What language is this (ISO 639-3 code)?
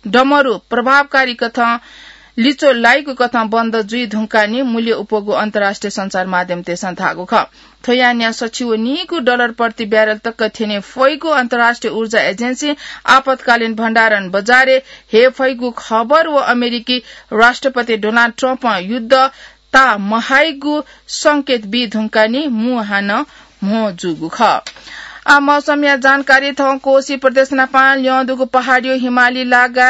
new